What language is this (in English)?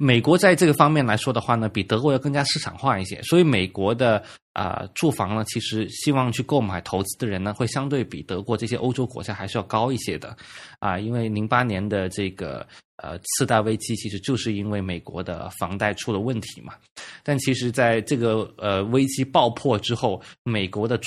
Chinese